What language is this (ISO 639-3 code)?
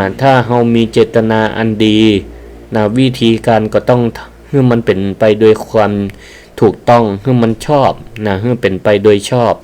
nod